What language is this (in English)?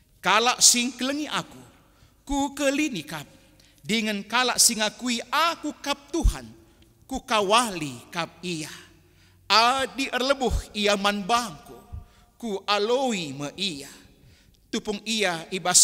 Batak Karo